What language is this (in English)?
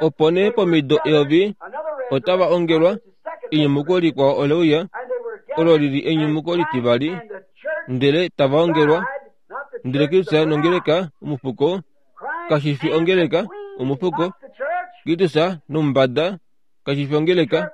Kuanyama